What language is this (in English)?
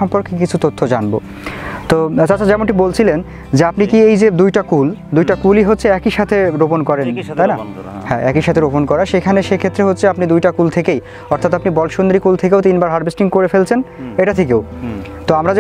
Bangla